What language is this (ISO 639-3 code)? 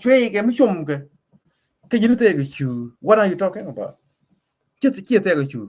nus